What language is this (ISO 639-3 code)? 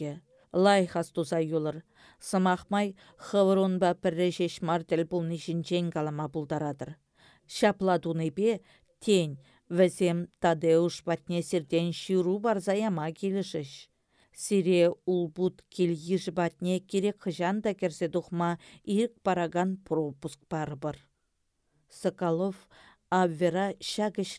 chv